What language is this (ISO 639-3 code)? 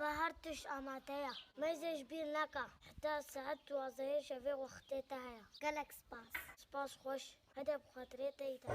kur